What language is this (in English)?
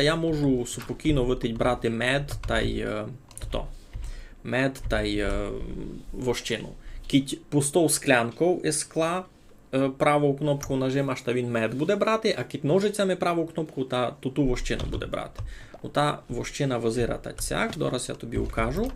Rusyn